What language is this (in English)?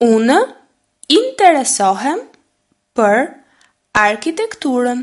Albanian